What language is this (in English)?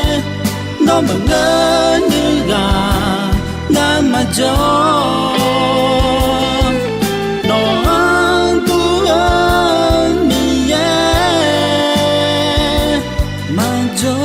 Akha